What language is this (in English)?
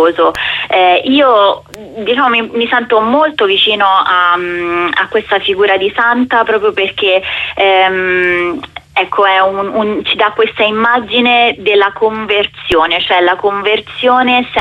Italian